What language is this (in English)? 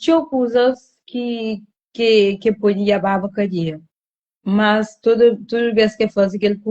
Kabuverdianu